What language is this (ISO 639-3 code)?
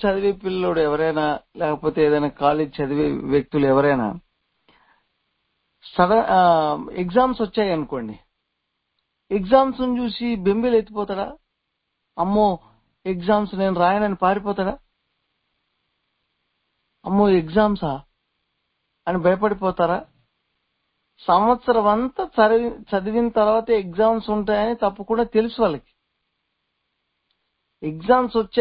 tel